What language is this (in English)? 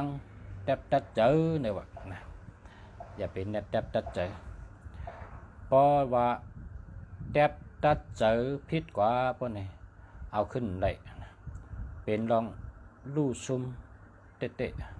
Shan